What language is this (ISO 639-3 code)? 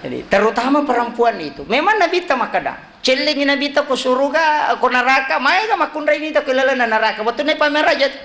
bug